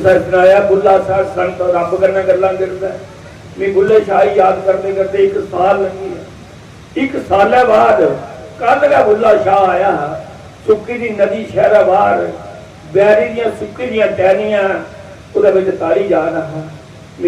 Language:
Dogri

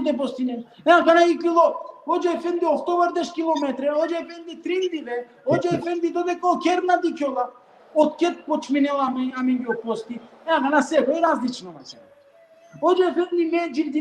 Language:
Balkan Romani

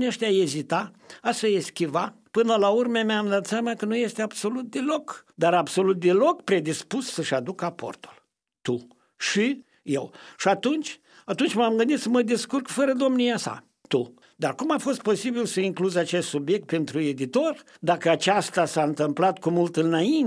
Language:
Romanian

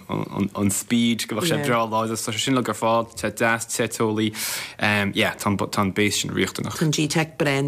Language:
Irish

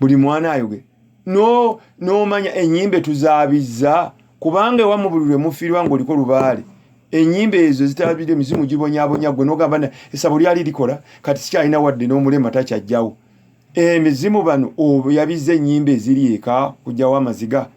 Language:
Ganda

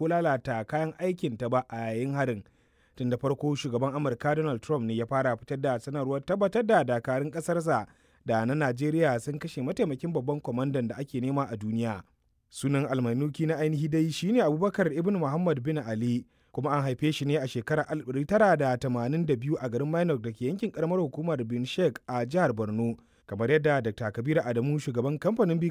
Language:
Hausa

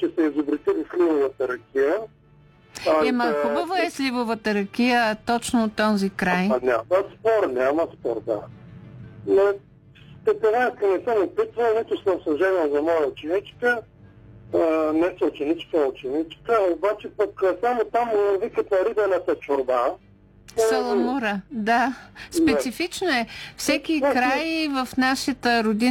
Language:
Bulgarian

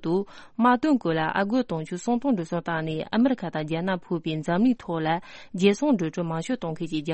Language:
Tibetan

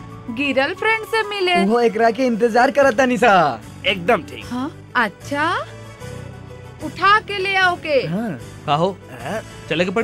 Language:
Bhojpuri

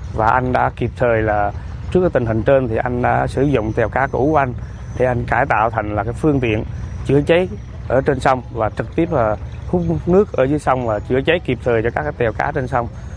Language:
Vietnamese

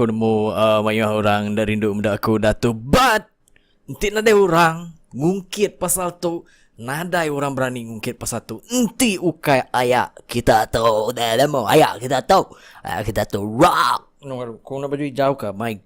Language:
Iban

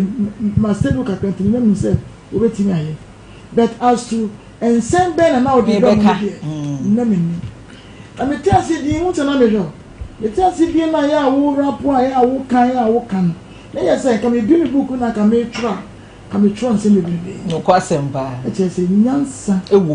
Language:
Akan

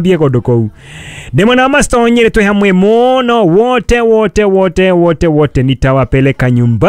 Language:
Kikuyu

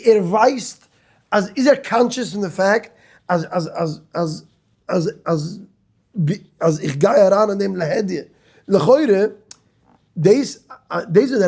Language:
Yiddish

